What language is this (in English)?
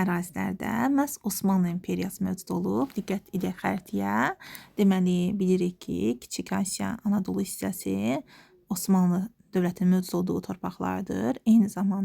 Azerbaijani